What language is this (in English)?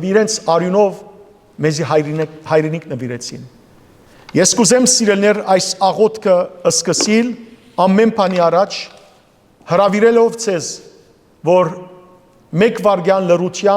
Western Armenian